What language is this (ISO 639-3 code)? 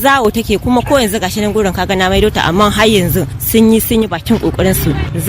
hau